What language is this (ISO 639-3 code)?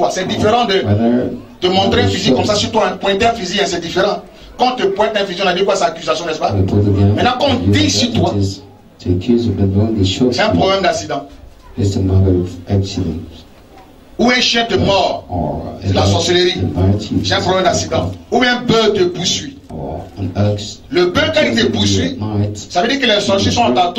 fra